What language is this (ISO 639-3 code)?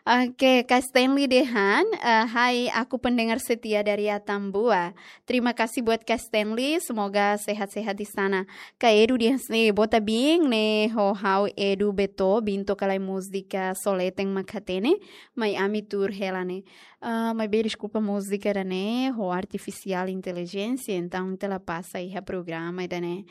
tet